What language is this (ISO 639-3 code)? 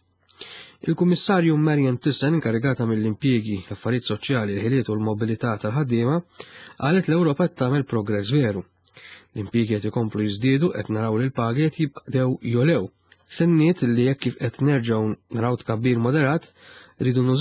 mlt